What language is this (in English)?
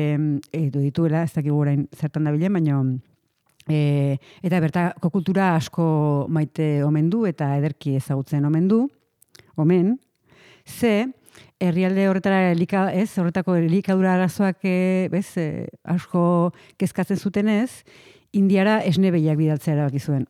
Basque